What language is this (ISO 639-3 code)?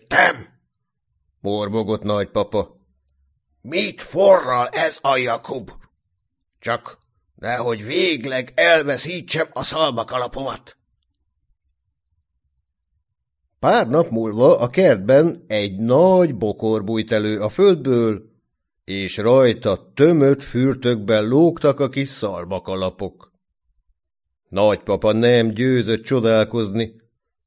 hun